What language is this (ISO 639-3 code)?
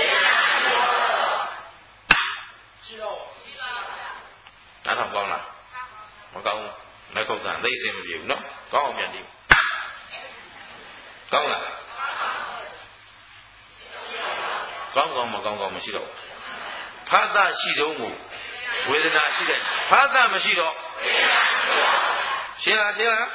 mya